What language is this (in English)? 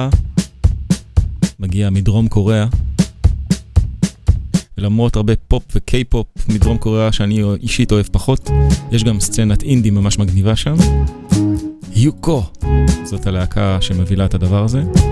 Hebrew